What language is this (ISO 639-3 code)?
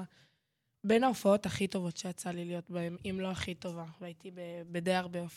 heb